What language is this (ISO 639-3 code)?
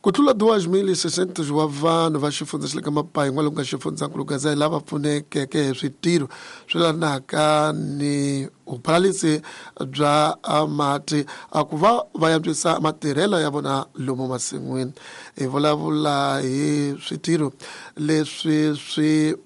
tso